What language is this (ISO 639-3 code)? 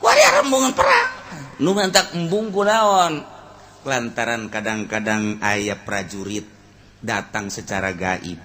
sun